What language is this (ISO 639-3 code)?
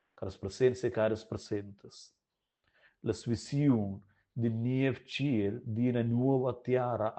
roh